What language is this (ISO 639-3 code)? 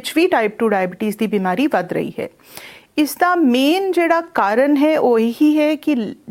pan